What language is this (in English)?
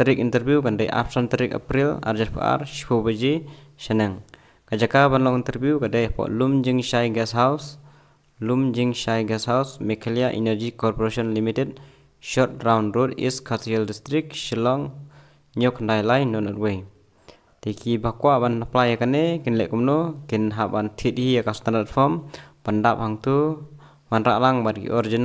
Khasi